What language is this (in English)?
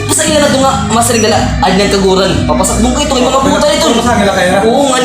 Waray